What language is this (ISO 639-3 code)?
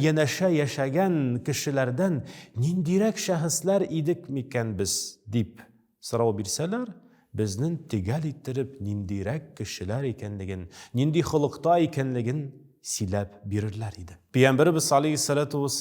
tat